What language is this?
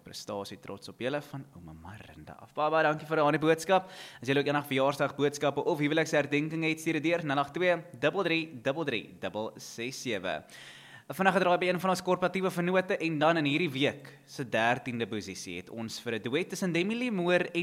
Afrikaans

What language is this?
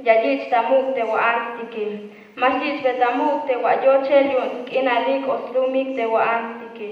Tzeltal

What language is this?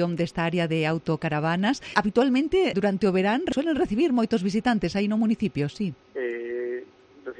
Galician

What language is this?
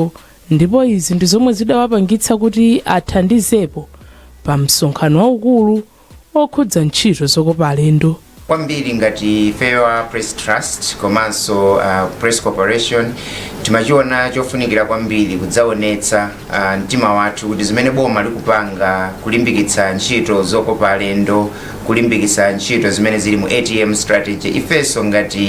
Nyanja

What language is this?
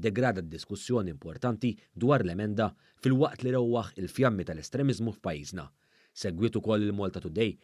Maltese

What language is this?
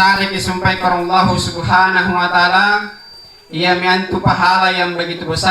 Makasar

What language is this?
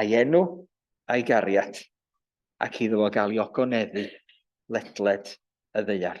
Welsh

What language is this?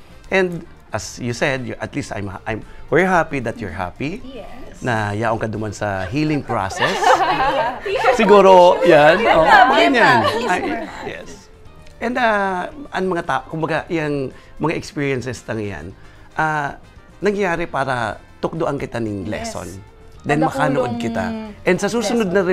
Bikol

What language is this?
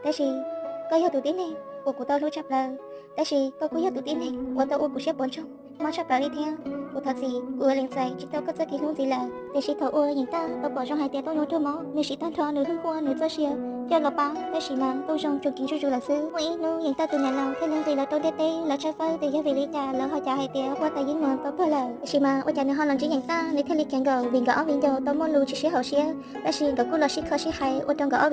Hmong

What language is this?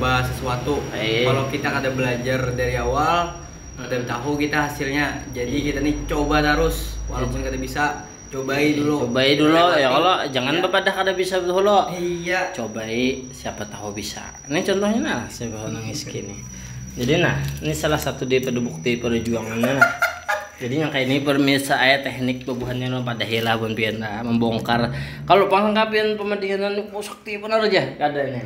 Banjar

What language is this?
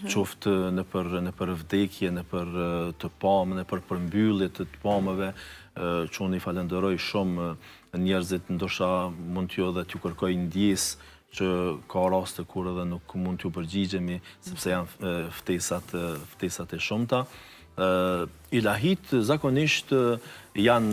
Albanian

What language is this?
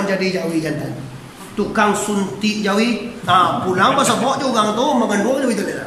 Minangkabau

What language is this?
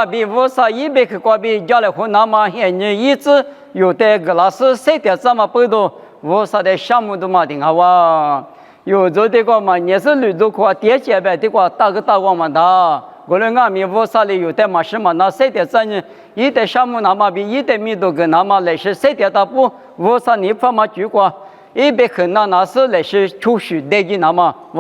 Lisu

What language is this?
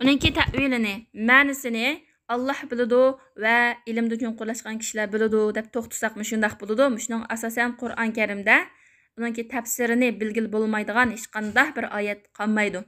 Uyghur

